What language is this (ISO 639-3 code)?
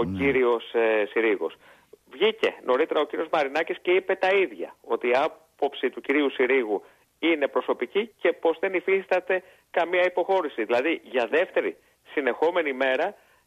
ell